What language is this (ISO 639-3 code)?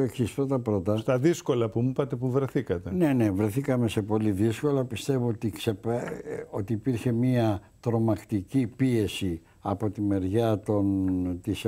ell